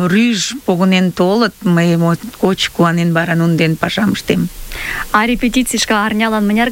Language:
Mari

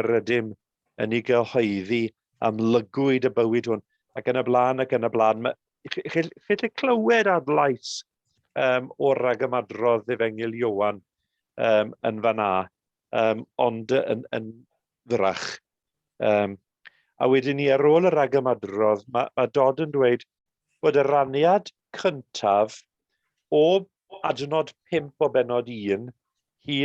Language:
Welsh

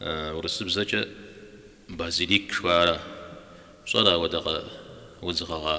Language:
Kabardian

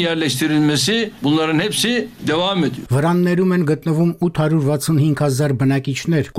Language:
Armenian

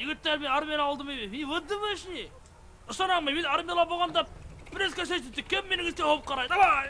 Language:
Bashkir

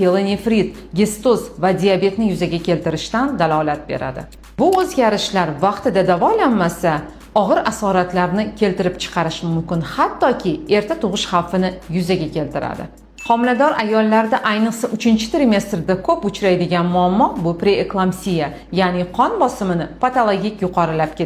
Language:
Uzbek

